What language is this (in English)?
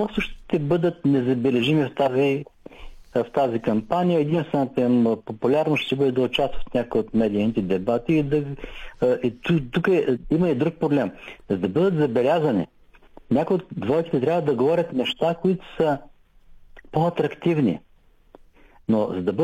Bulgarian